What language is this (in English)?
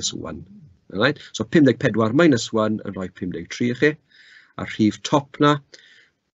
Welsh